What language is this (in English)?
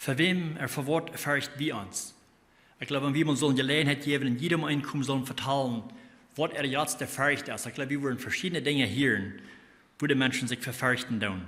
Plautdietsch